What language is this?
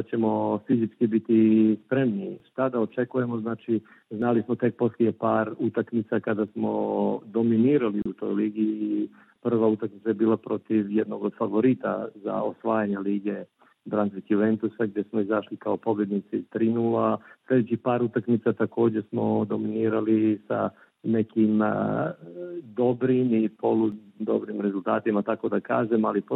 Serbian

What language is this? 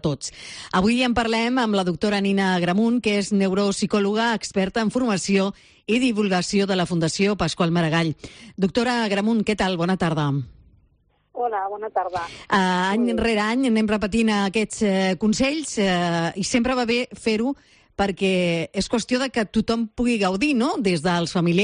Catalan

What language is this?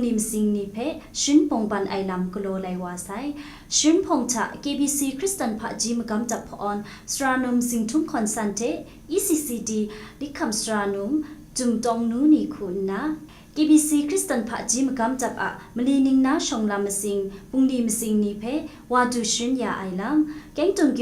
Kachin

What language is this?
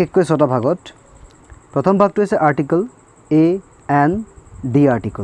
Assamese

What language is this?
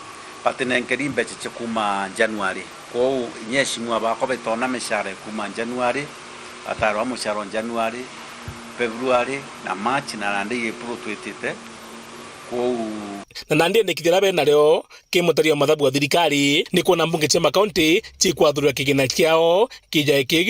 Meru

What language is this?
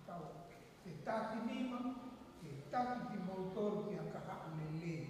Tongan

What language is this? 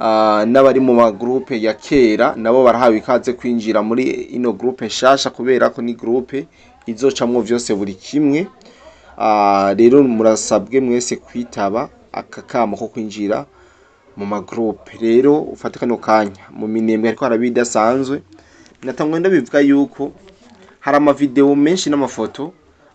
Rundi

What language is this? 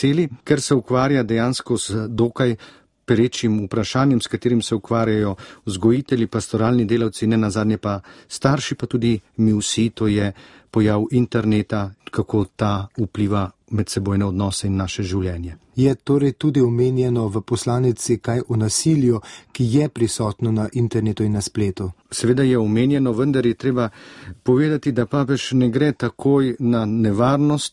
Slovenian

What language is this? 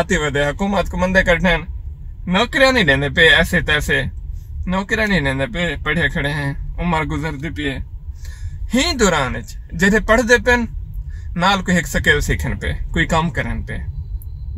Saraiki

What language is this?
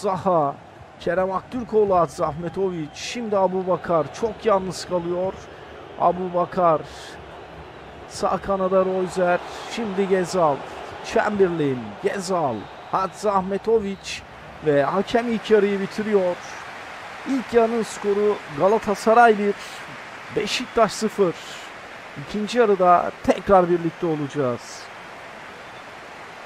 Turkish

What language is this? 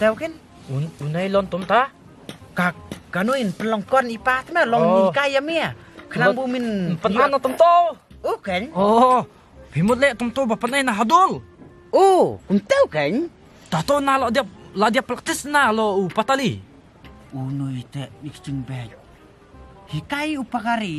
Khasi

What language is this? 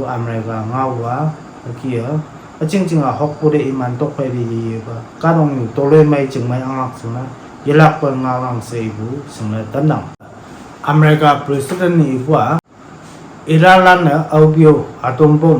Konyak Naga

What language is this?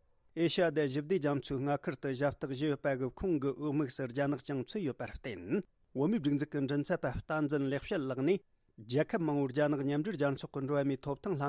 Tibetan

